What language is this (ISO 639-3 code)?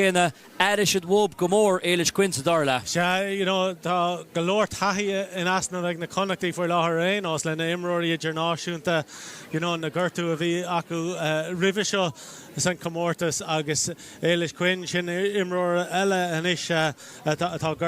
gle